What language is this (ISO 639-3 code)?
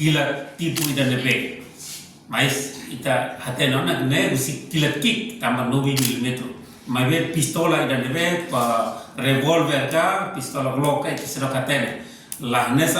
tet